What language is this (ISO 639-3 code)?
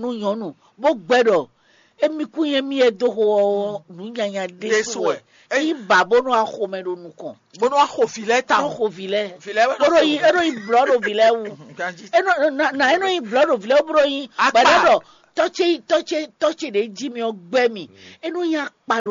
fon